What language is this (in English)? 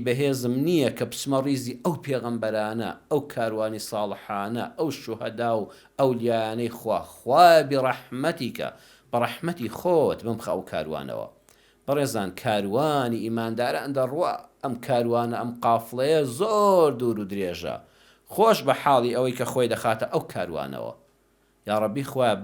Central Kurdish